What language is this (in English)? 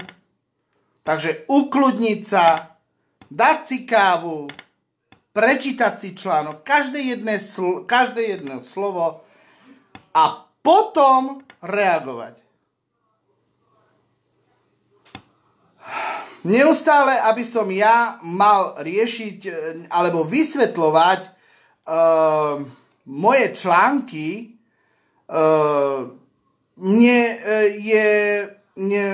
Slovak